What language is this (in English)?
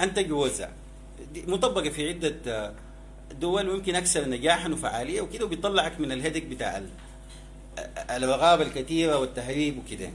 Sudanese Arabic